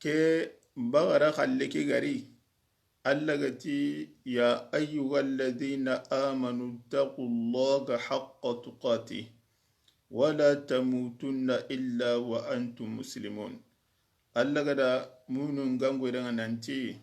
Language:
Soninke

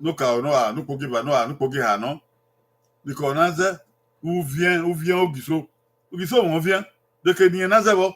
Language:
Bini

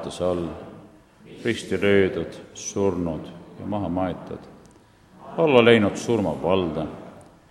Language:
Estonian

